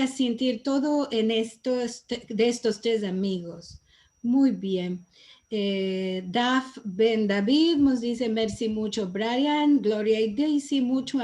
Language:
Ladino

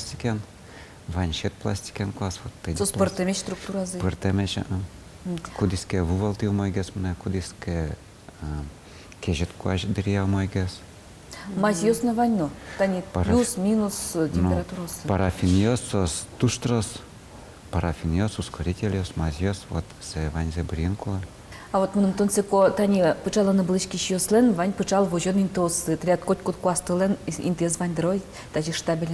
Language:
Udmurt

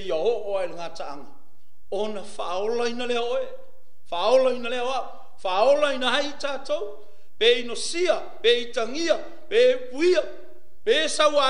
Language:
Samoan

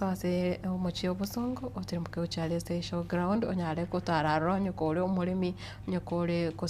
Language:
Gusii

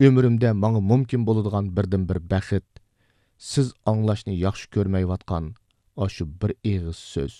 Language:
Uyghur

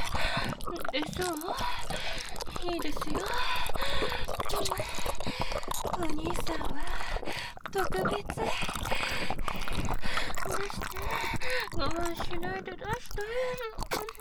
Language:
Japanese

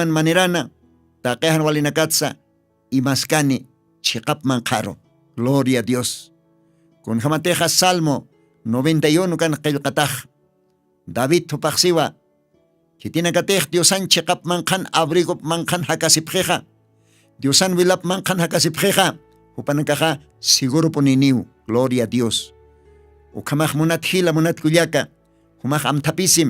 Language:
Aymara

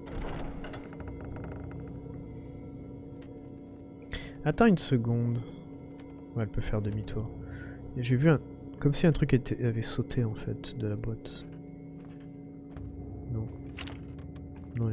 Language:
French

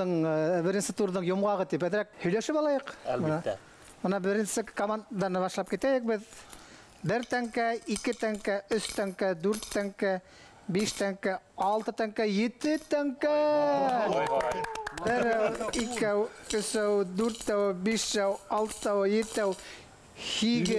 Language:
Bashkir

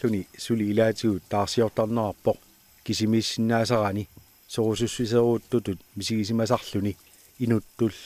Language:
Kalaallisut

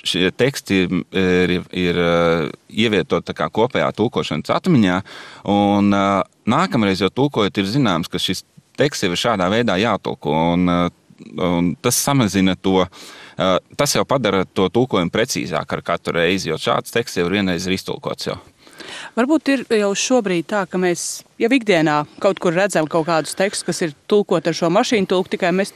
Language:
Latvian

